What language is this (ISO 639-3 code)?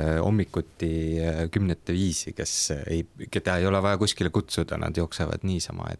est